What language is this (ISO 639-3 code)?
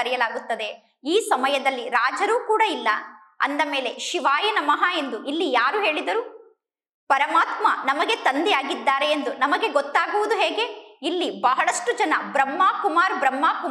kan